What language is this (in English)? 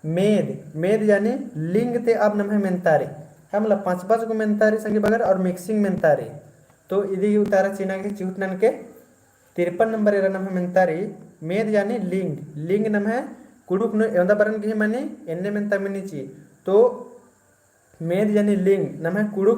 Kurukh